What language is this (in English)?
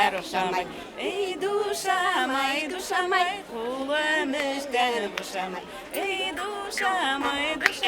Bashkir